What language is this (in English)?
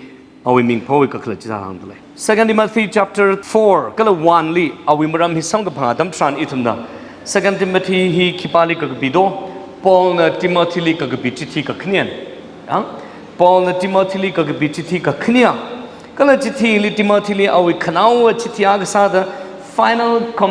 Tangkhul Naga (India)